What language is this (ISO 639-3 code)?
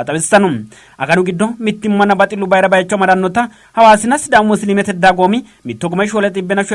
sid